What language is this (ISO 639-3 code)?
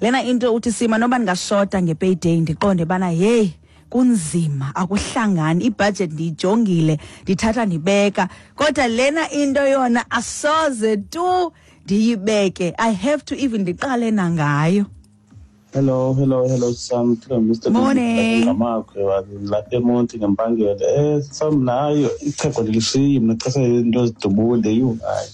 xho